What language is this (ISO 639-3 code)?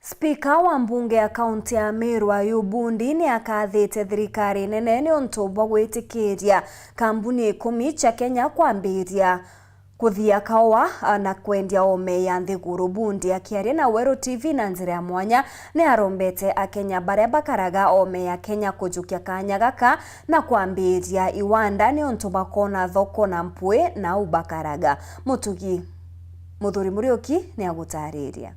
mer